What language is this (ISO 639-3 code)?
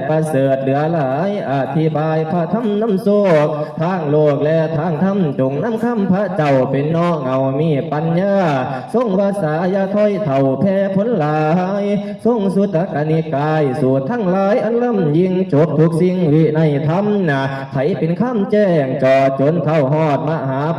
tts